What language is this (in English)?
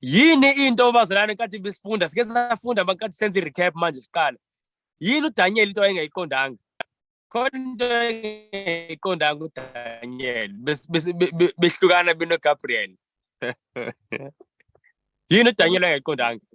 Zulu